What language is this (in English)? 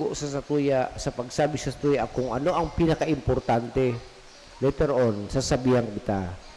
Bikol